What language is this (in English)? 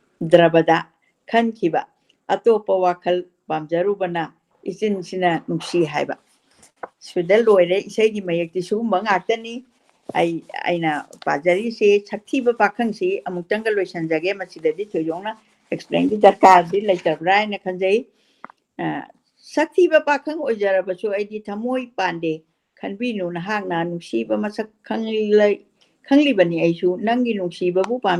Manipuri